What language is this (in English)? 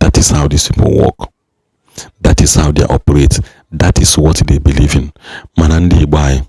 Igbo